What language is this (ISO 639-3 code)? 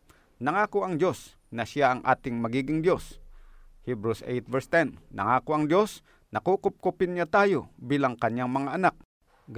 fil